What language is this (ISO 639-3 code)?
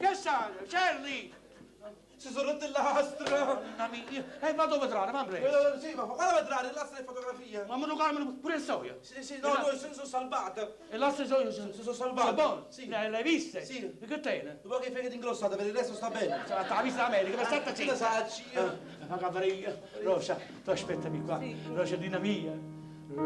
nap